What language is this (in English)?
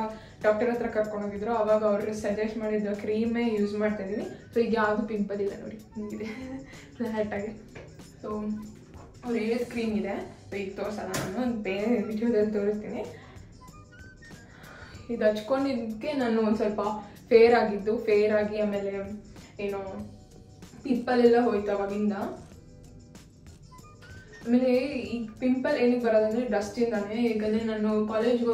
Kannada